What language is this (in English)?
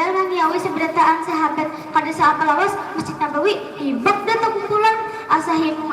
Banjar